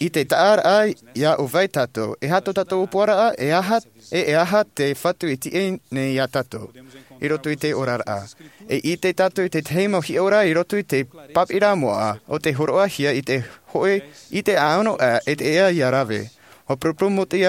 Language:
Tahitian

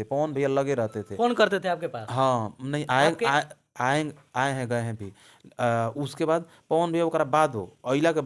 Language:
Bhojpuri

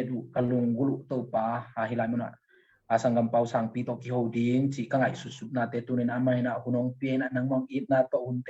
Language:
Tedim Chin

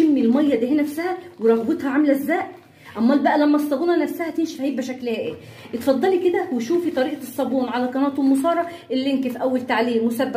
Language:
Egyptian Arabic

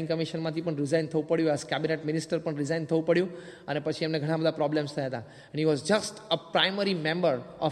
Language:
Gujarati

